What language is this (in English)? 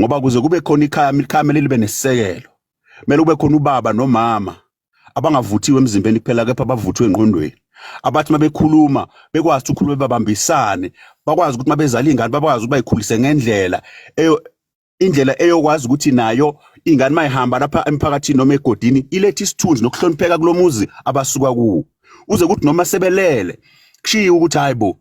Zulu